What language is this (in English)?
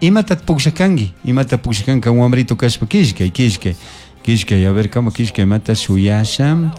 Chimborazo Highland Quichua